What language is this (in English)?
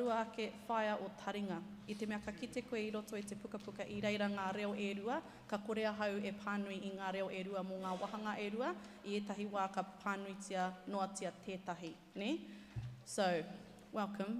Māori